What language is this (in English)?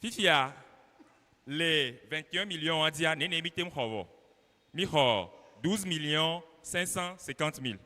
Ewe